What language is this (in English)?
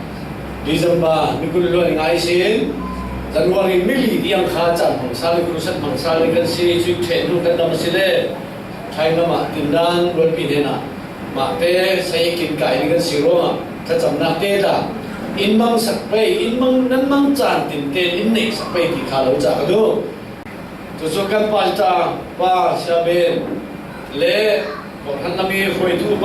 Falam Chin